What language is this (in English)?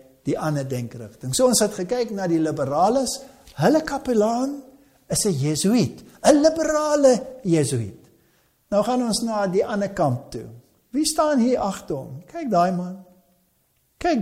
Afrikaans